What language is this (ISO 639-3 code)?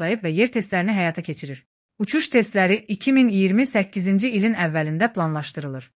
aze